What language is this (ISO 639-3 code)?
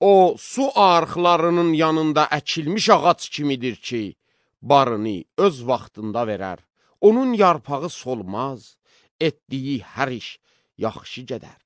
aze